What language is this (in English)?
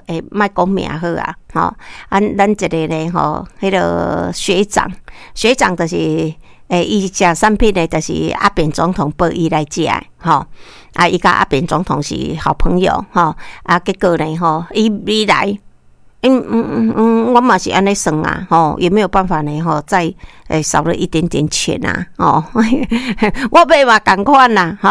Min Nan Chinese